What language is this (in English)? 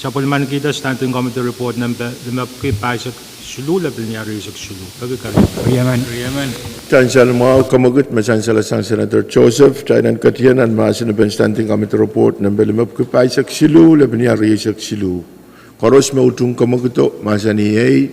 Pohnpeian